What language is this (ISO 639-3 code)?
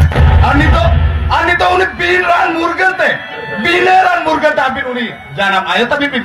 sat